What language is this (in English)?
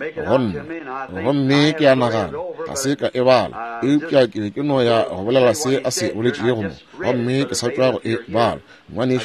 Northern Sotho